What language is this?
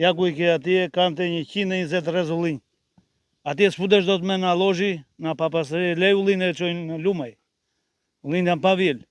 Albanian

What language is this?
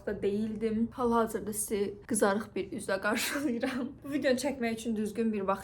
Azerbaijani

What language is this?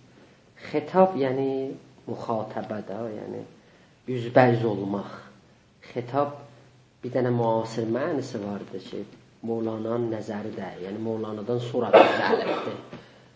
South Azerbaijani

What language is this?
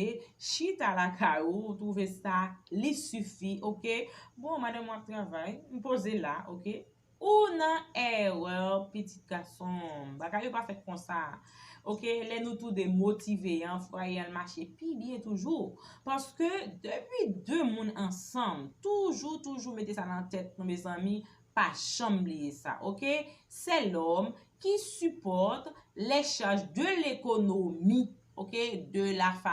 Haitian Creole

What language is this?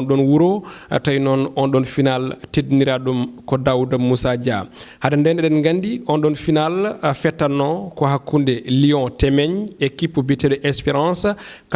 Fula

